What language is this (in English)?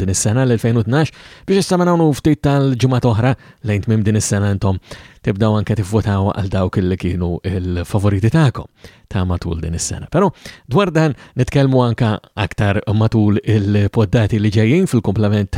Maltese